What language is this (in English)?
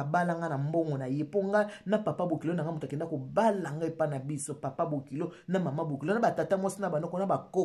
Lingala